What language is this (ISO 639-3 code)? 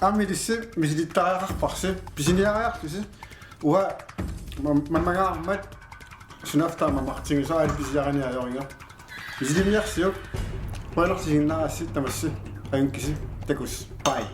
kal